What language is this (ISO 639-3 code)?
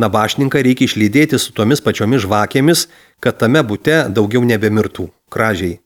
lit